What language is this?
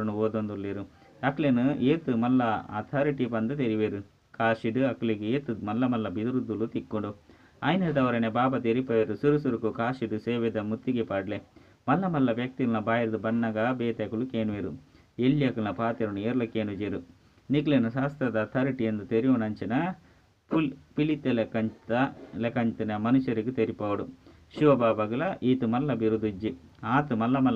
Tulu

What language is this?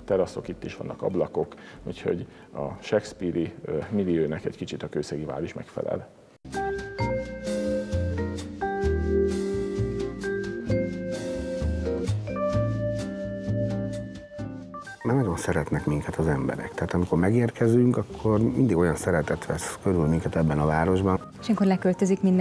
Hungarian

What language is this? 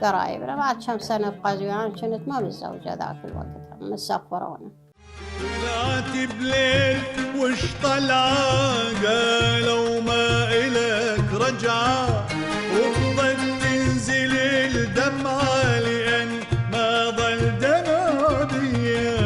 Mesopotamian Arabic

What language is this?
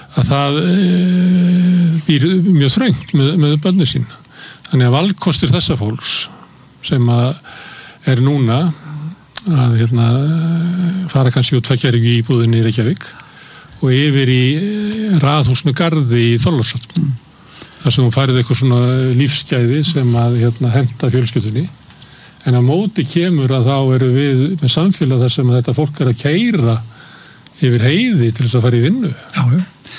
Icelandic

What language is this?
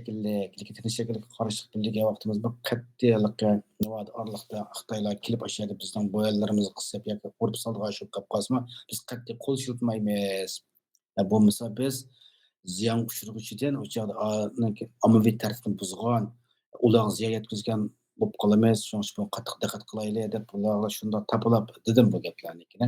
Uyghur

